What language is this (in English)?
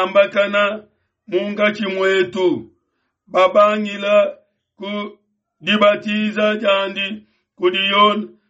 Luba-Lulua